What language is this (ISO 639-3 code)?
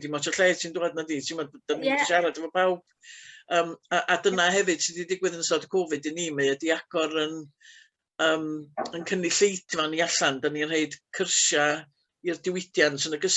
cym